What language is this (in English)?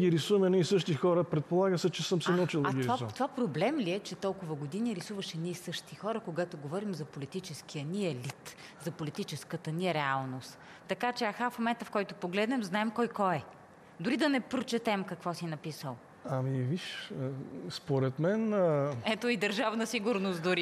Bulgarian